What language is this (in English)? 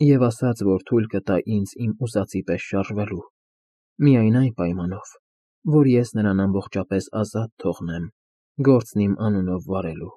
Armenian